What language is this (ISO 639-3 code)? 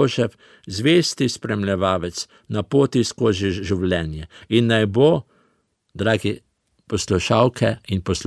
slv